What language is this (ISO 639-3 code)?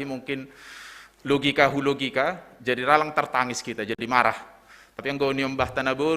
bts